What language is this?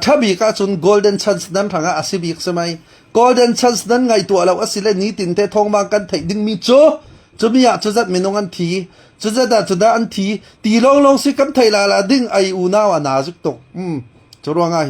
Falam Chin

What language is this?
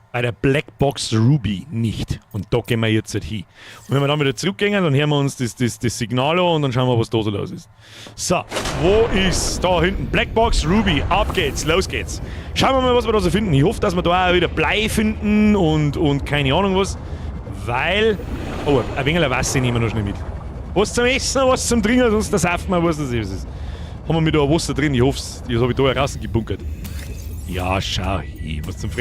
Bavarian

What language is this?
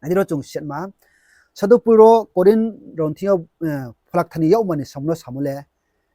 Riang (India)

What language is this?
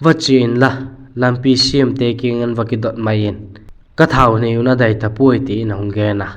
Vaiphei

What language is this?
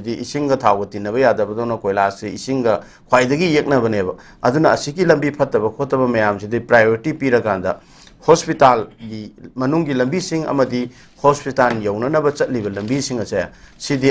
Manipuri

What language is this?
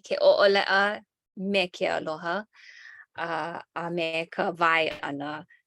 Hawaiian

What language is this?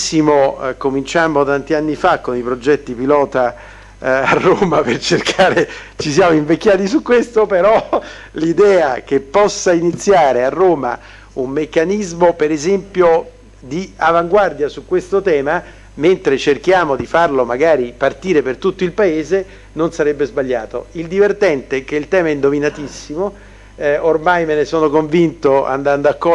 Italian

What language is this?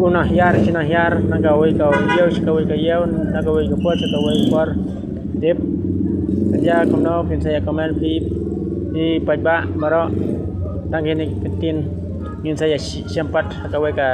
Khasi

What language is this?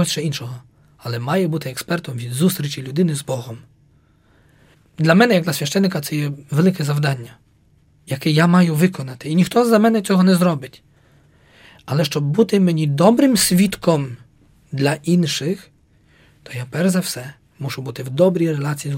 Ukrainian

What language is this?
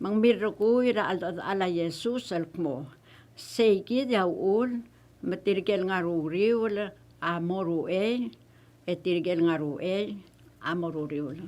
Palauan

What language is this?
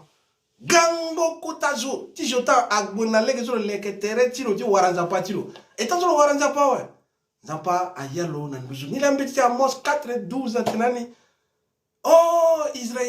Sango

